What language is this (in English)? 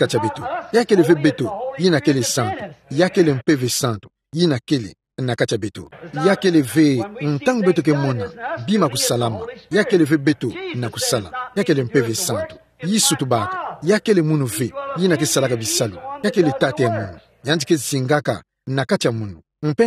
Kituba (Democratic Republic of Congo)